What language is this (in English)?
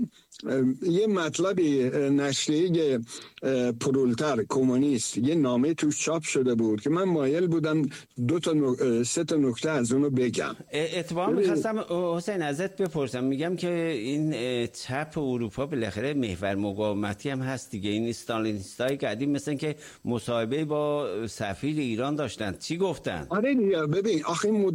Persian